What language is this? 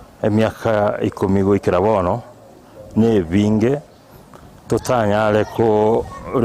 Gusii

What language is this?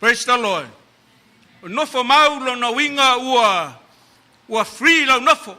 Samoan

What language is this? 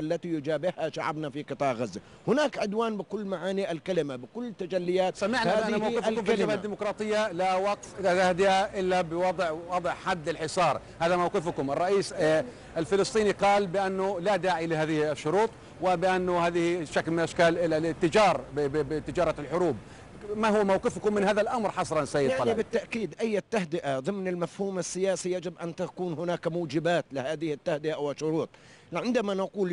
Arabic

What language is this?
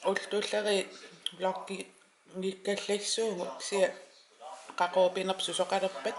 Kalaallisut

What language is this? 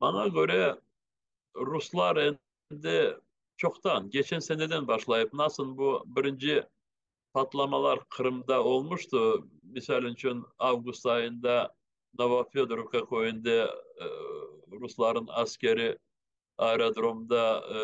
Crimean Tatar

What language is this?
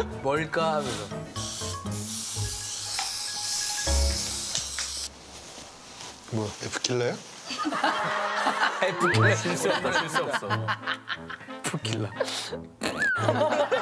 Korean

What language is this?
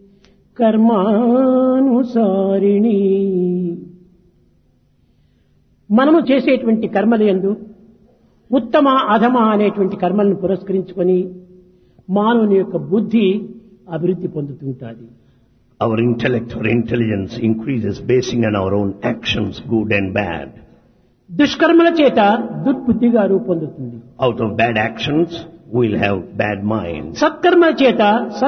Telugu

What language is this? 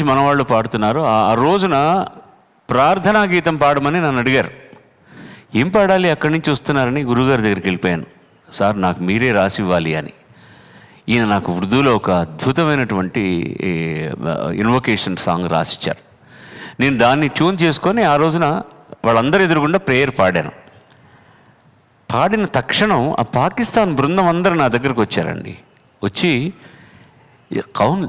Telugu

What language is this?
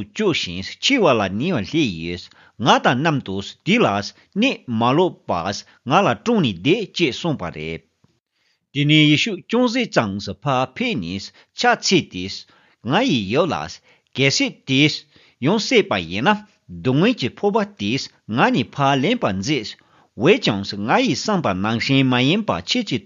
Tibetan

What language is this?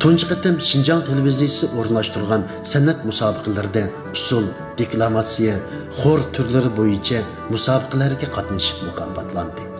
Uyghur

